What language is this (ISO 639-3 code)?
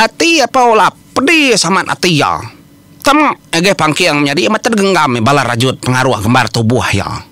iba